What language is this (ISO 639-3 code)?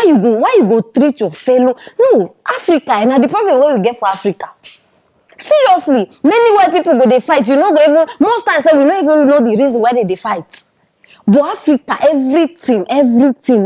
pcm